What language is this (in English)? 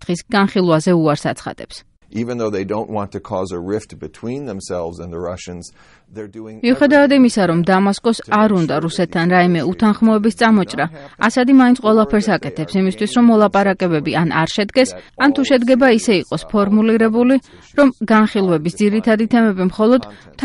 Georgian